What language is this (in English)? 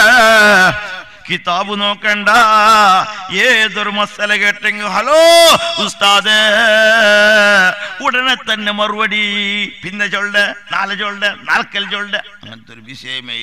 Malayalam